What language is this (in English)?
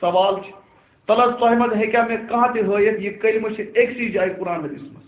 Kashmiri